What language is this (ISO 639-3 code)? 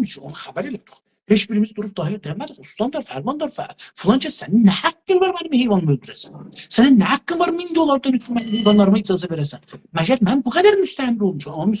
azb